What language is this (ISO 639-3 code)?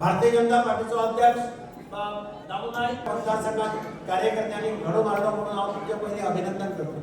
kok